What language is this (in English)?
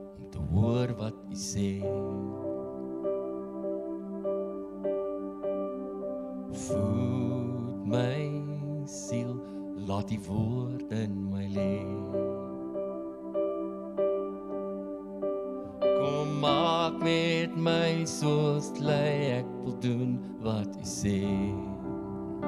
Afrikaans